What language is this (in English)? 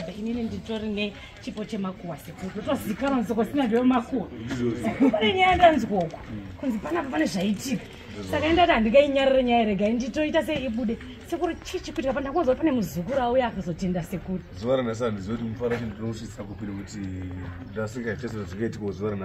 Shona